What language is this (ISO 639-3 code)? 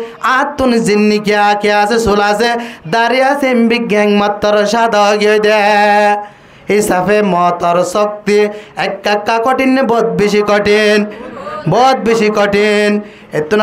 rhg